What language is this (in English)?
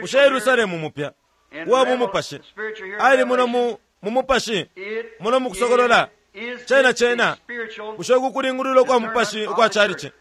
Bemba